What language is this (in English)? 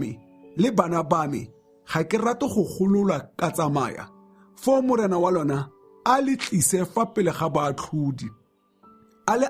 Tswana